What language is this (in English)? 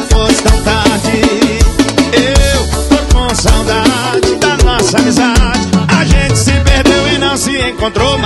Portuguese